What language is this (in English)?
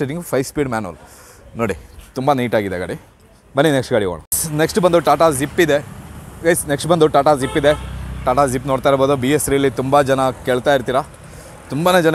Kannada